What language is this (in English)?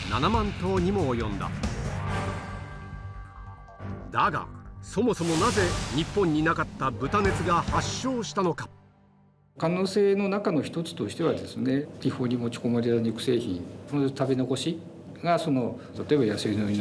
Japanese